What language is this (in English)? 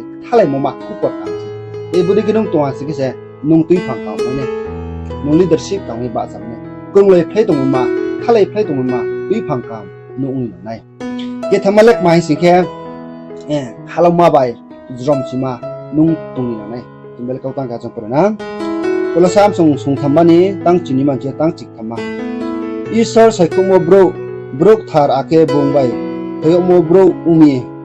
Riang (India)